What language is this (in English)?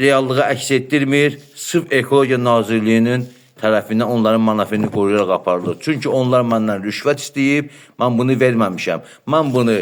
Azerbaijani